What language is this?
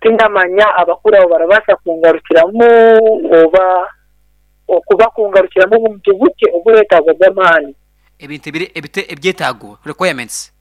Nyankole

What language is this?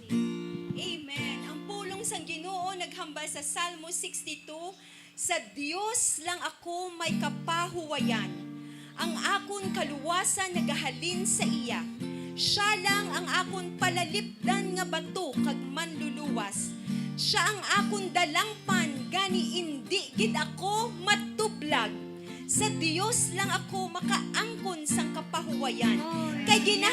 Hiligaynon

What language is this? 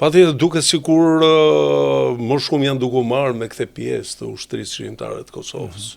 Albanian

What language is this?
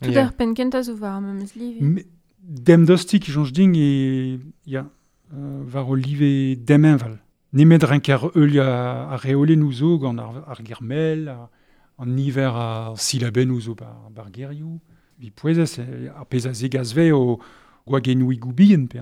Breton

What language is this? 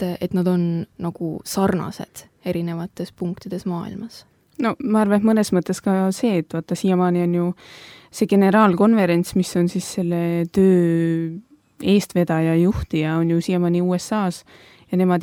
Estonian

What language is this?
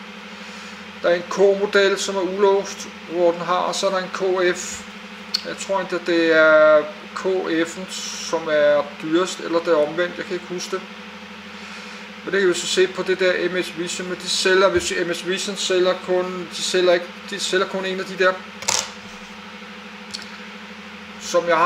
Danish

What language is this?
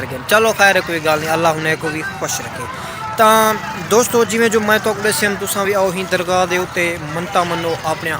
Saraiki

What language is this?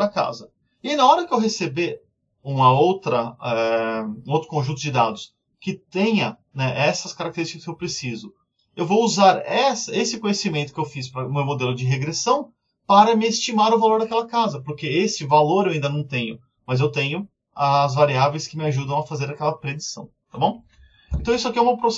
Portuguese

